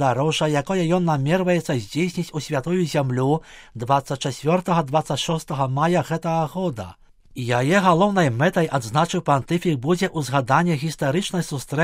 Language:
Belarusian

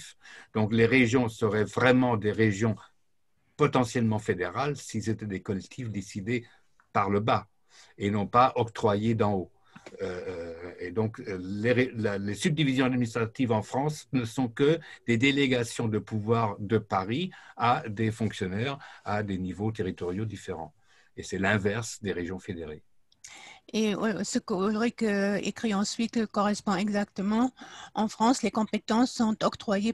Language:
French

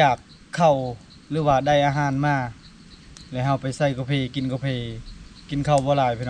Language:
Lao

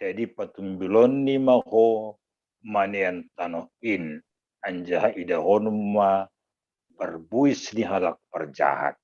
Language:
Batak Simalungun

